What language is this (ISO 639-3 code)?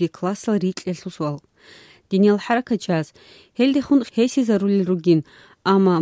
ava